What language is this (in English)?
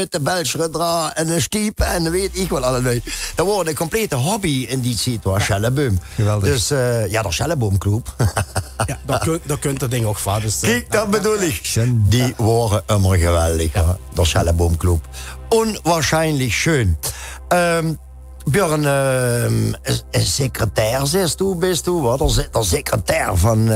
Limburgish